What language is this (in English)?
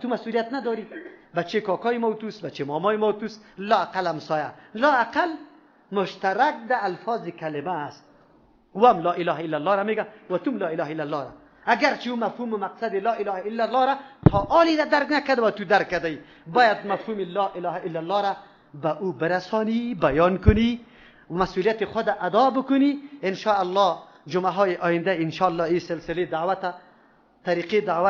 Persian